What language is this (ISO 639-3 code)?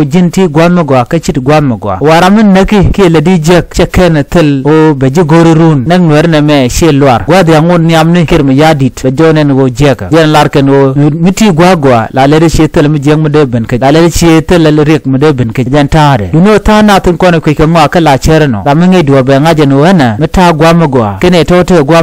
nus